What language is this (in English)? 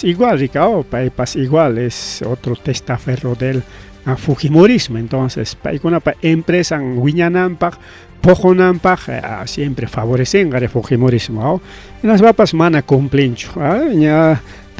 Ayacucho Quechua